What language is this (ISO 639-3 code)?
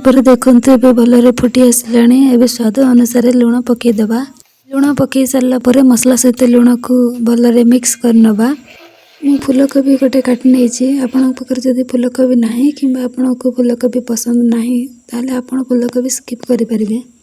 ori